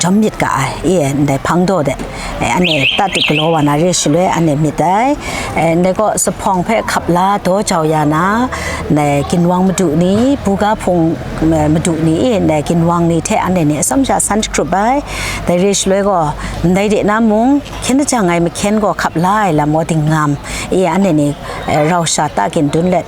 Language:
Kachin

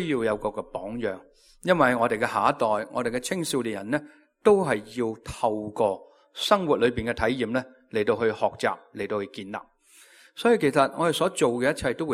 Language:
Cantonese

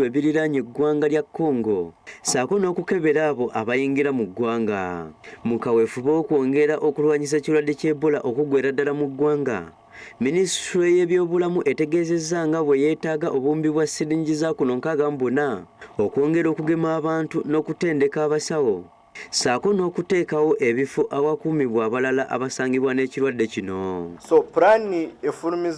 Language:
Ganda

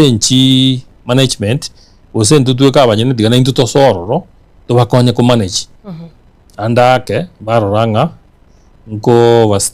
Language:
Gusii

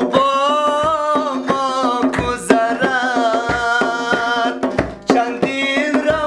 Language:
Persian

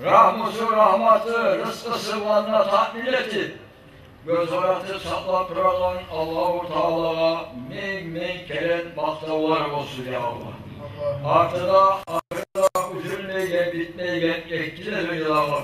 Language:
Kumyk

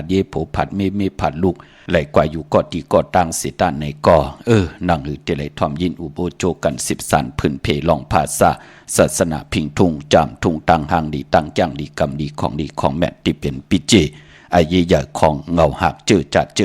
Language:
Shan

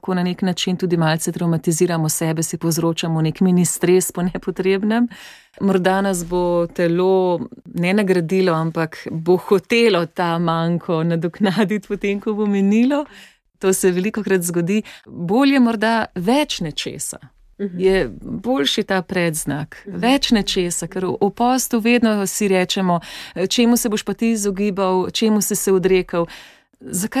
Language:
Slovenian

